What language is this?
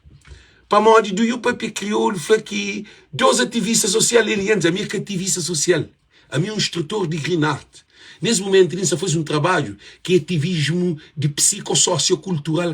Kabuverdianu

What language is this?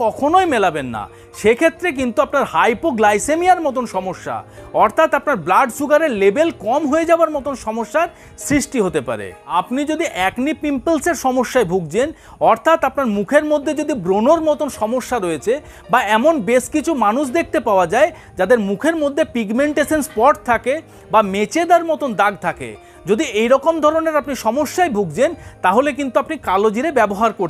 Bangla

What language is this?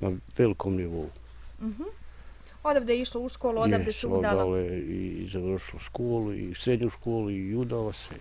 Bosnian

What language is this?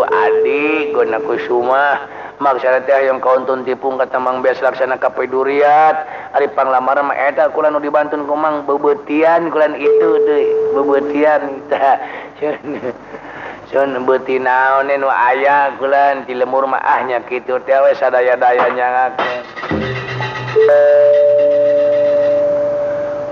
Sundanese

